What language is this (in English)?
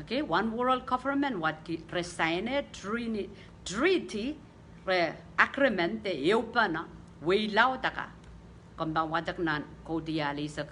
Pohnpeian